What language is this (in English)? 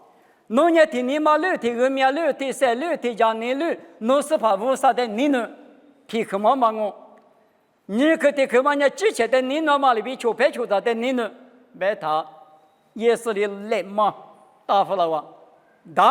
Lisu